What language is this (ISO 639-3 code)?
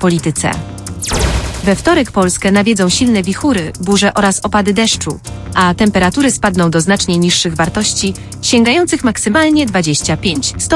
pol